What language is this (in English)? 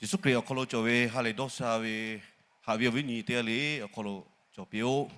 Lahu